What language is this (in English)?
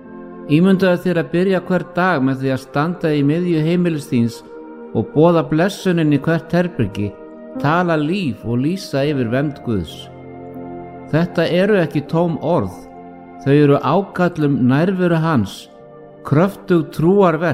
Icelandic